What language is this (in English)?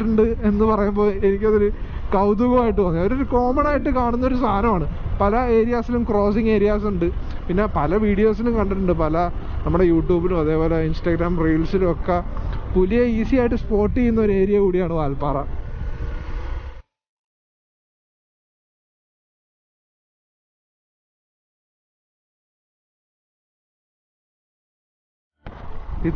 Malayalam